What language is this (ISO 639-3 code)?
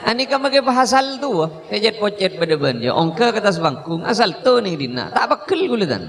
mad